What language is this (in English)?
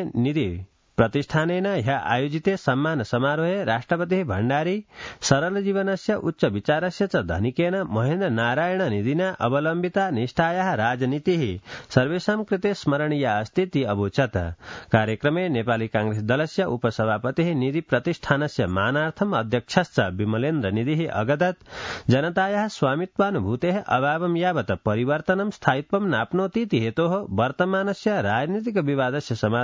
Sanskrit